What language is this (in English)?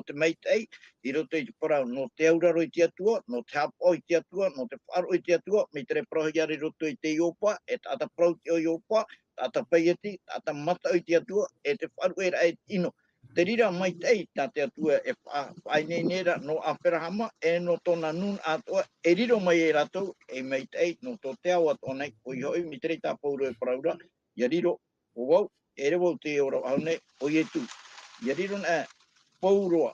Tahitian